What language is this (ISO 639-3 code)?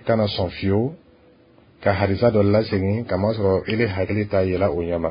bam